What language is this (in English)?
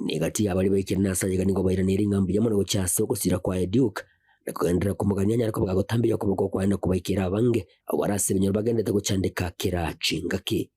Gusii